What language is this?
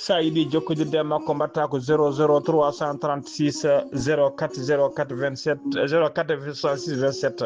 Fula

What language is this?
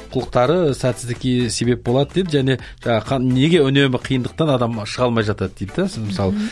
Kazakh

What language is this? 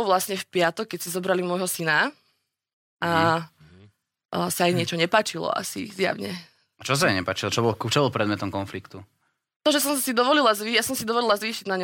Slovak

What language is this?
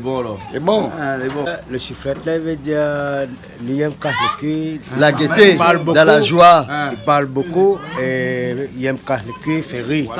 Réunion Creole French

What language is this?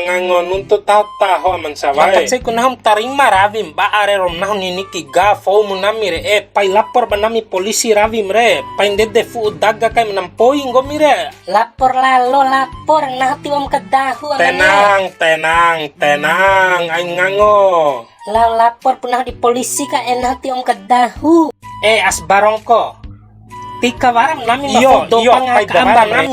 Bima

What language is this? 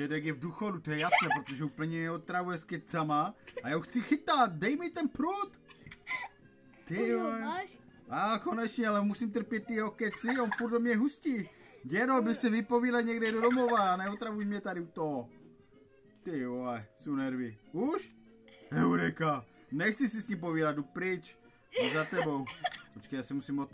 Czech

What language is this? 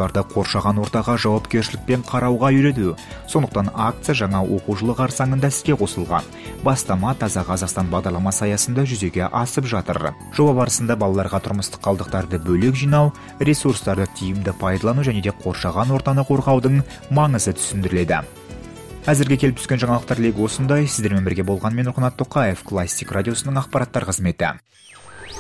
Kazakh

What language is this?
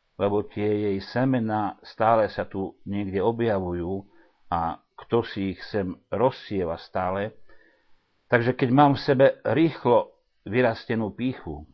Slovak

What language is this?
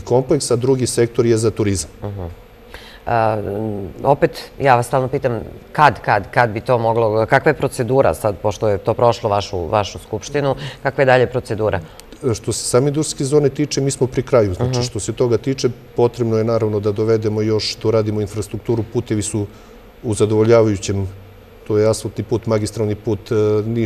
Serbian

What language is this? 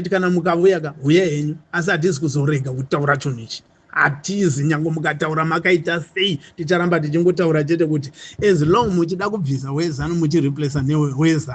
Shona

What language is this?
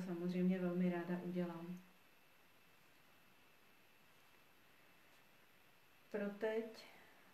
Czech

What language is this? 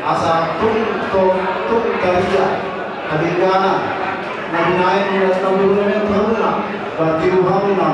Batak Toba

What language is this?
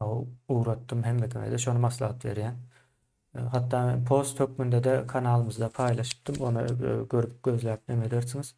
Turkmen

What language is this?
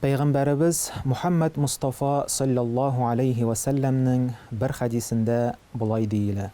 Tatar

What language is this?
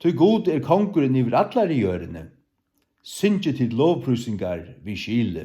Faroese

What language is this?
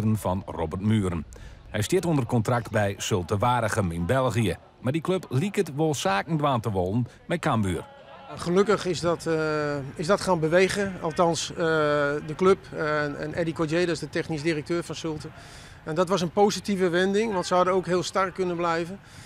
Western Frisian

